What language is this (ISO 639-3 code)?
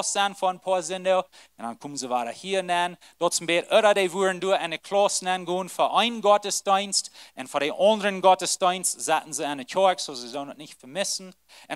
pdt